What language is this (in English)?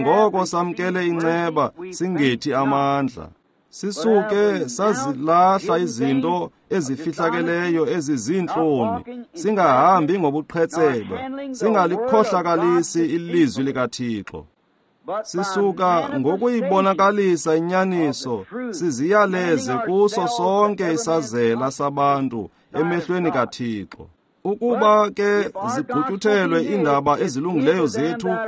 Xhosa